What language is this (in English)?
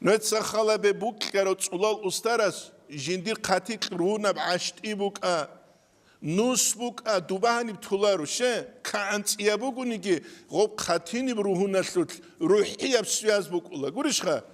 Avaric